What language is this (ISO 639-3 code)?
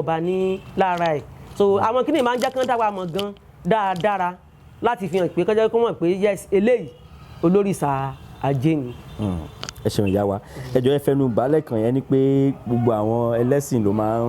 yor